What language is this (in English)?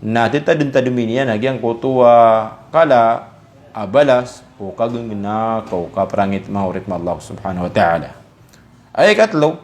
Maranao